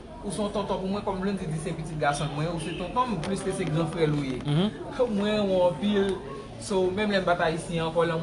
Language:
Haitian Creole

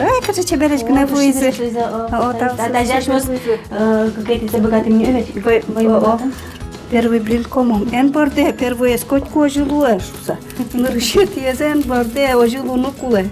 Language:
Udmurt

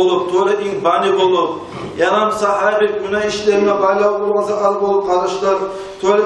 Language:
Kumyk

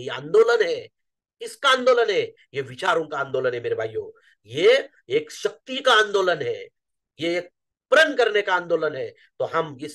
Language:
Hindi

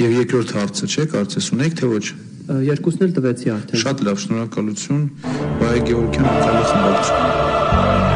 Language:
Armenian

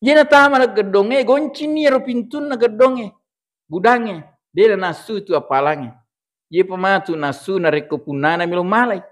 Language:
Buginese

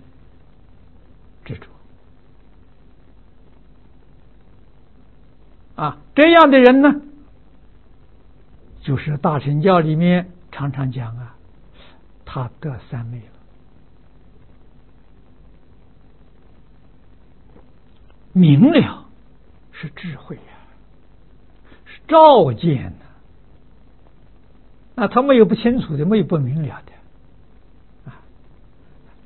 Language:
Chinese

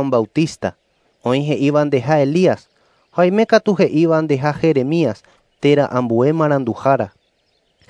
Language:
Guarani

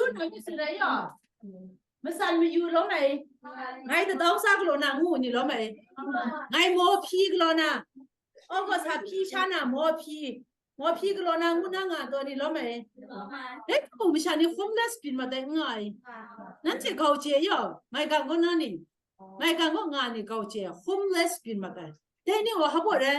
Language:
Kachin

